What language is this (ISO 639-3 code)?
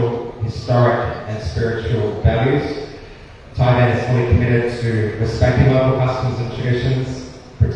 tet